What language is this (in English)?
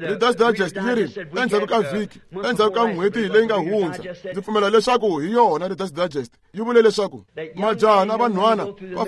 Tsonga